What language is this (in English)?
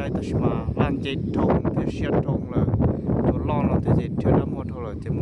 Hmong